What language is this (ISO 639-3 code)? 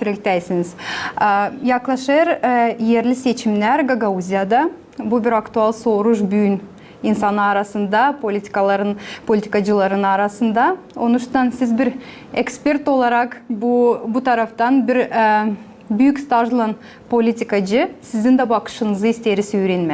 gag